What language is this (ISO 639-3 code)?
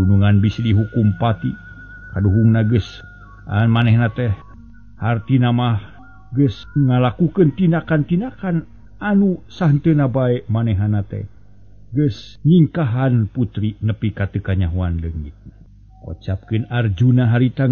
sun